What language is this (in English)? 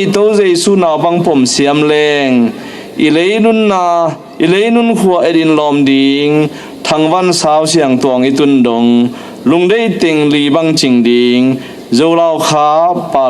Tedim Chin